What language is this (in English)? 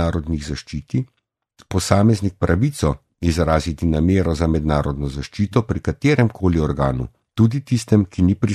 Slovenian